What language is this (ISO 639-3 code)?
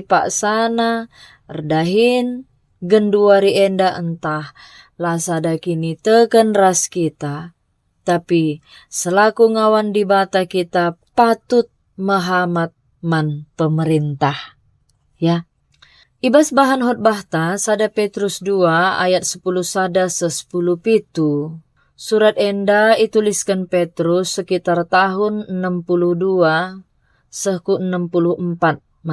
btx